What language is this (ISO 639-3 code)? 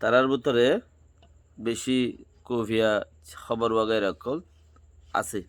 rhg